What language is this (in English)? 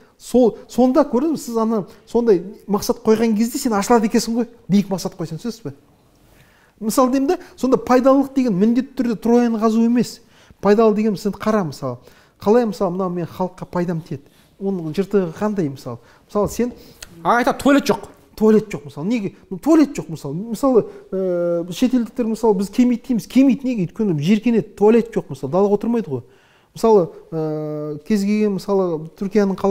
Kazakh